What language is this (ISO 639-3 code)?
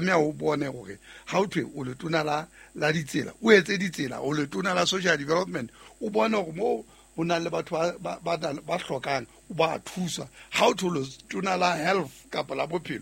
sot